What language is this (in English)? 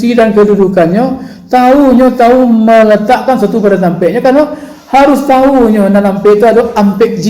Minangkabau